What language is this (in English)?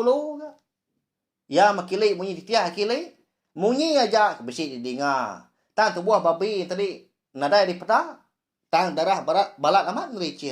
Iban